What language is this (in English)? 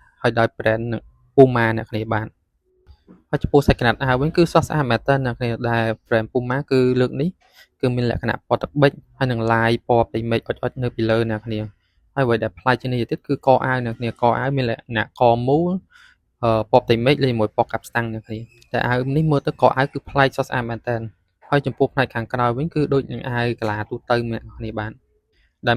Khmer